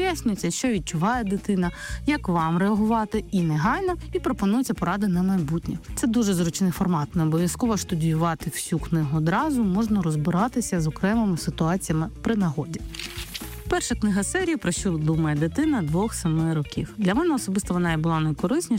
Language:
Ukrainian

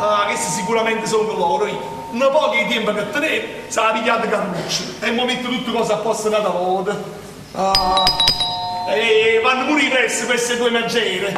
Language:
Neapolitan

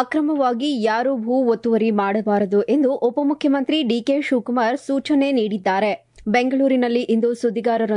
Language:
Kannada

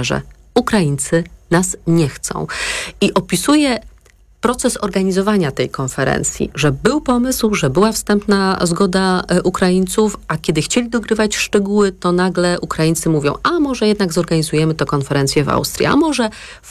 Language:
Polish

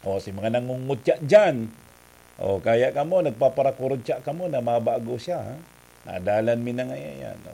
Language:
Bikol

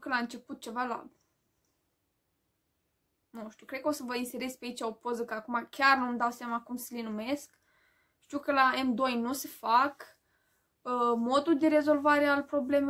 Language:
Romanian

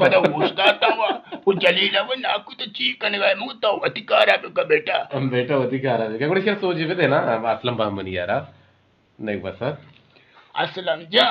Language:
Eastern Balochi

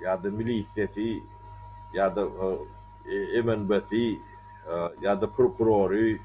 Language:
Turkmen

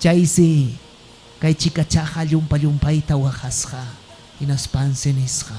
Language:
Ayacucho Quechua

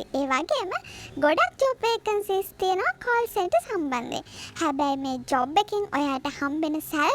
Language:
Sinhala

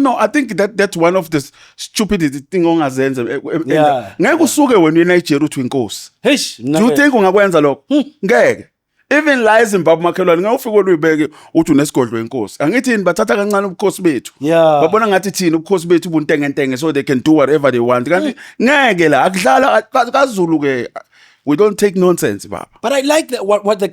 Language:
Zulu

